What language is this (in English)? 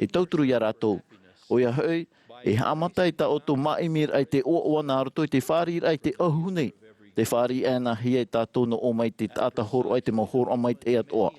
Tahitian